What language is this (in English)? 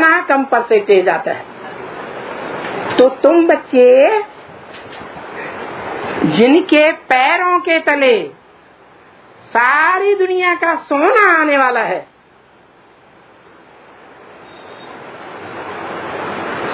Hindi